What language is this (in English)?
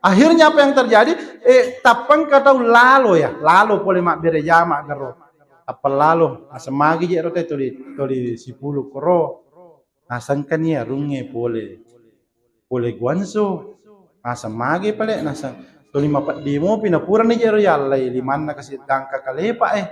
Buginese